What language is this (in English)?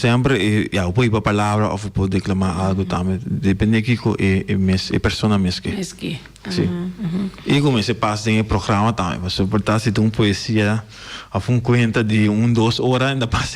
Papiamento